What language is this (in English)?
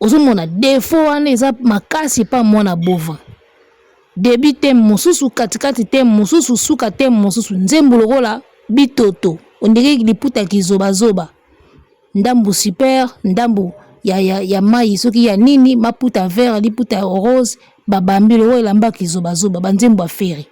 Lingala